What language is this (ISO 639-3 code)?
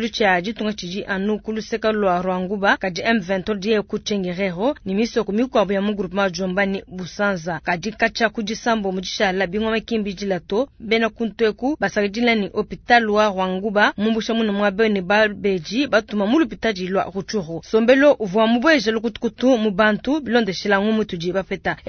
lua